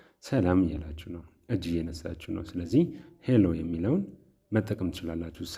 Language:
Amharic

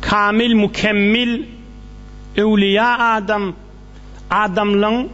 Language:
Turkmen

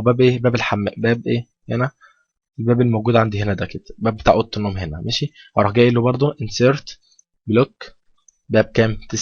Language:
Egyptian Arabic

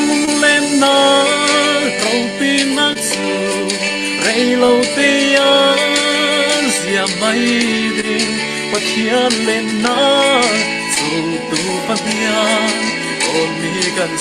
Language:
Falam Chin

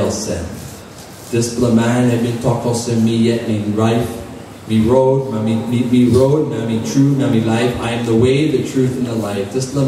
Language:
Tok Pisin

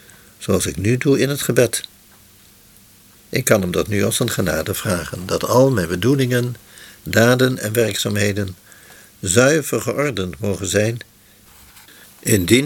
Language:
Dutch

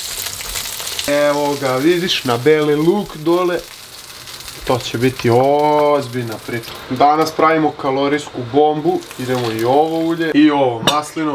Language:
Serbian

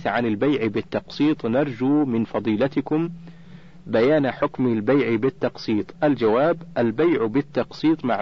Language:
Arabic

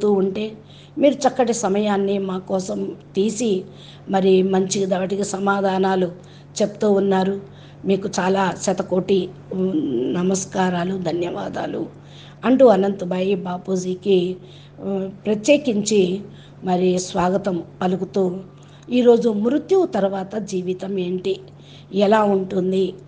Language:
Telugu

